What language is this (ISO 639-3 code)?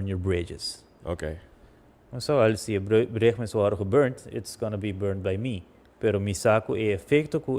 pap